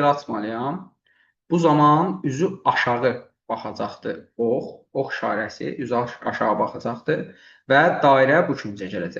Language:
Azerbaijani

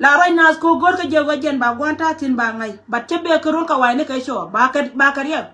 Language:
Nuer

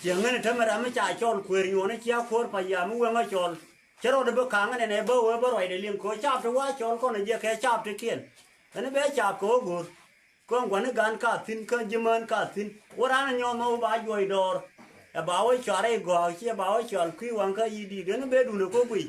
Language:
Nuer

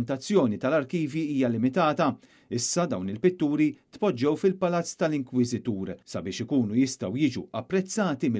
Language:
Maltese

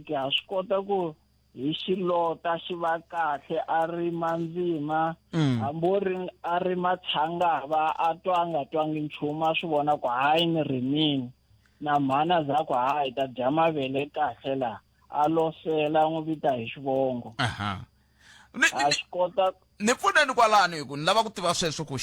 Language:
Tsonga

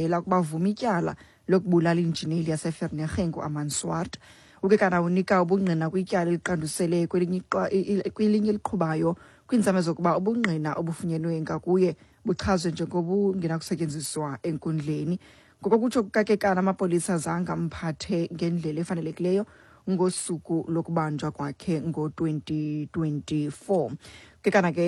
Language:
Xhosa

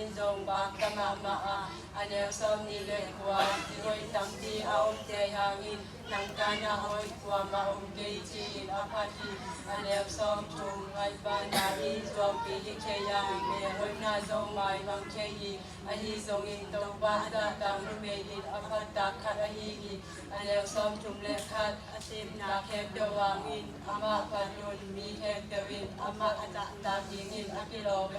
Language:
Tedim Chin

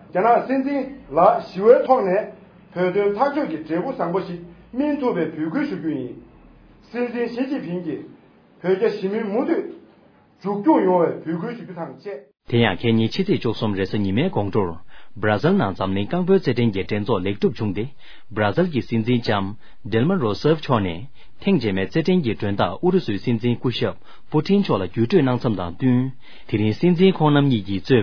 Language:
Tibetan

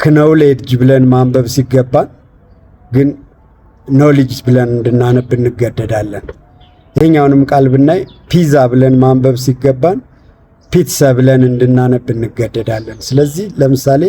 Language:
Amharic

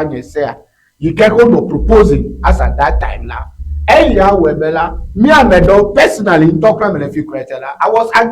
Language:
Ewe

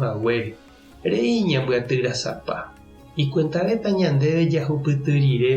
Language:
Guarani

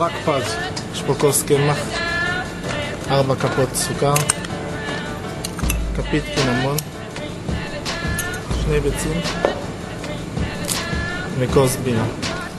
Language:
Hebrew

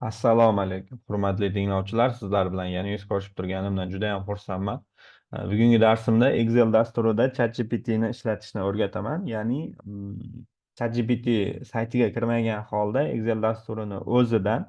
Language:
Uzbek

